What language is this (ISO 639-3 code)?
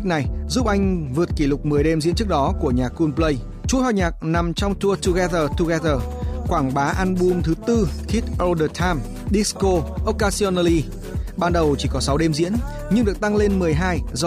vie